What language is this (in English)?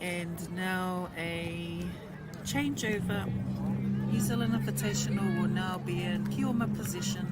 Māori